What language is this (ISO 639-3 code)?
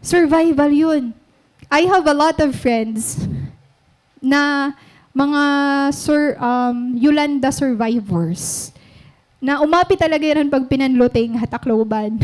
war